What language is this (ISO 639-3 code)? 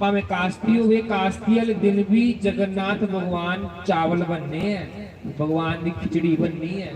doi